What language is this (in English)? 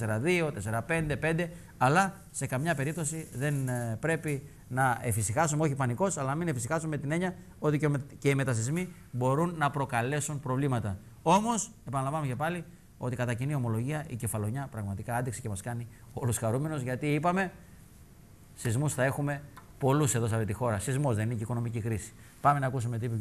Greek